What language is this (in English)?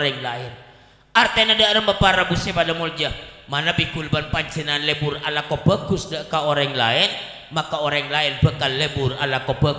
Madurese